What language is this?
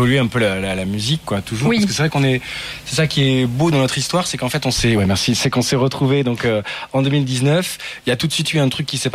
French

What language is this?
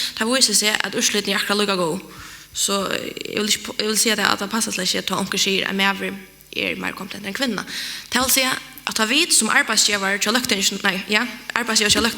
Faroese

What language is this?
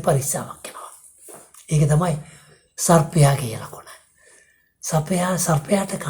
Sinhala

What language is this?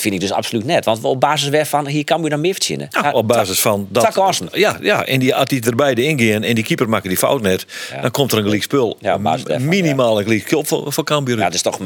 Western Frisian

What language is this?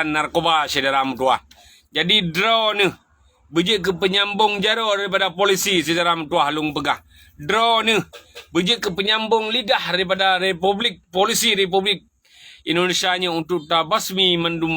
Achinese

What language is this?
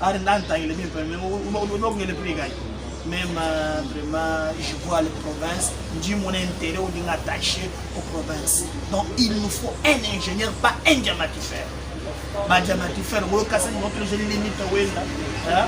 Luba-Lulua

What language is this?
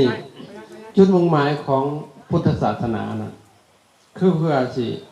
Lao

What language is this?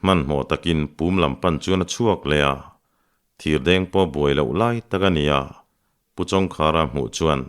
Mizo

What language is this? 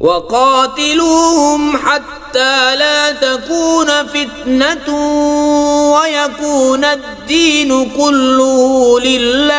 Kashmiri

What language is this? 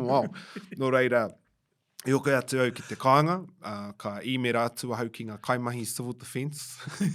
Māori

